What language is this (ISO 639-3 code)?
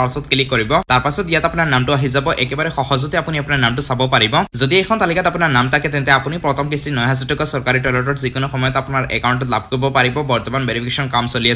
asm